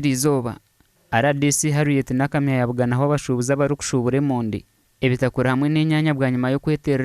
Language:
Nyankole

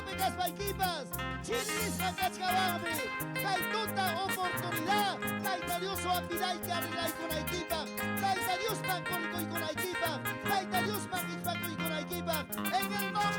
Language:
Ayacucho Quechua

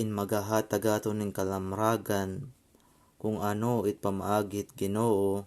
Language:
Waray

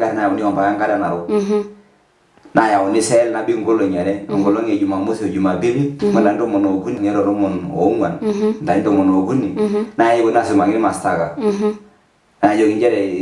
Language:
Masai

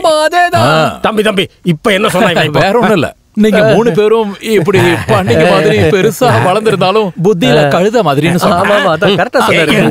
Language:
Tamil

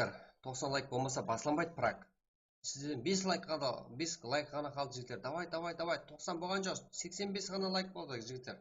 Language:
Kara-Kalpak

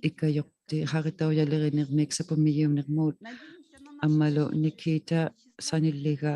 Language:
Inuktitut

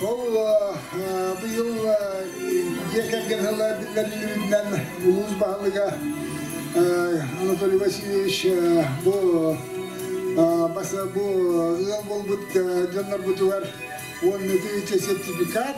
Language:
Yakut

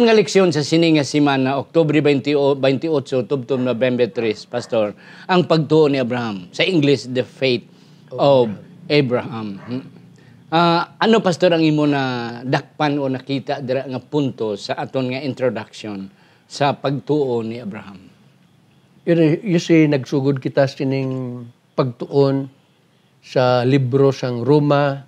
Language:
Hiligaynon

